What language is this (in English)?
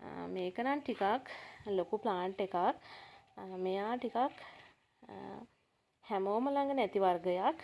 Sinhala